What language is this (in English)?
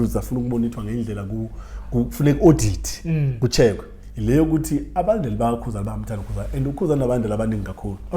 Zulu